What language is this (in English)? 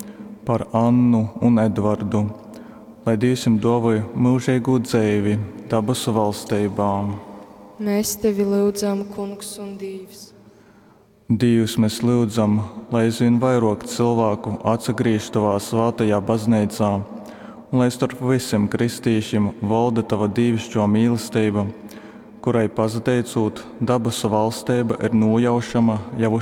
Latgalian